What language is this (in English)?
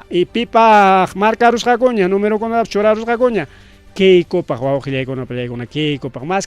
Ayacucho Quechua